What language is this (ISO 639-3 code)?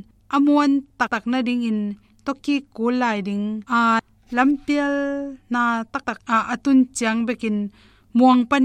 ctd